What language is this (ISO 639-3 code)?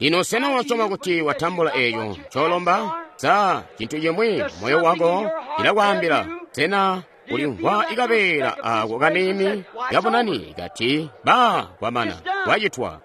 toi